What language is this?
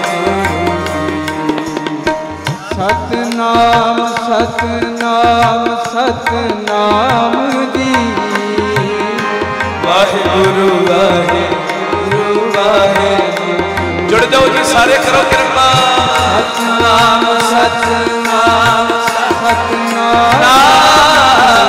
Hindi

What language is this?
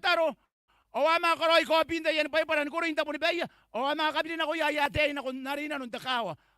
Gilbertese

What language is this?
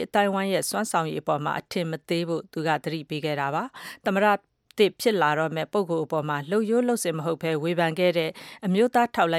Burmese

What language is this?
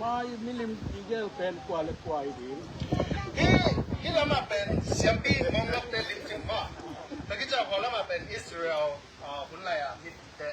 Tedim Chin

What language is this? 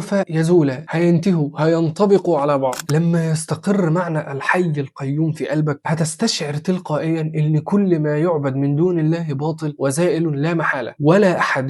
Egyptian Arabic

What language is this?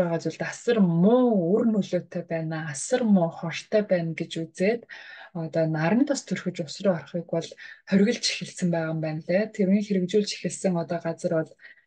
Mongolian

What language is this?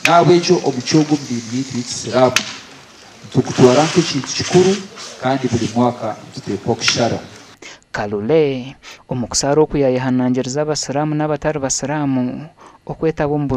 Nyankole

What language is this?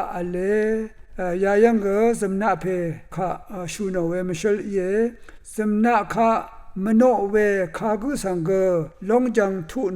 Rawang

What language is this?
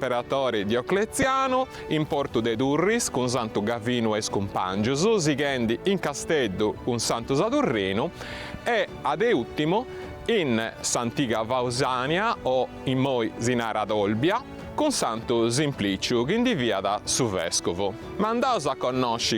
Sardinian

